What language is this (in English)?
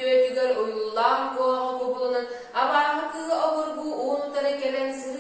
Yakut